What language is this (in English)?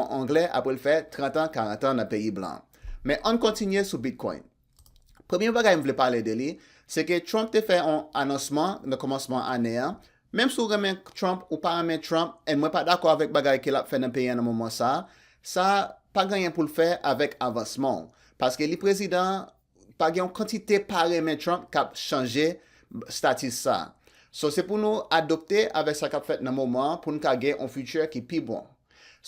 Haitian Creole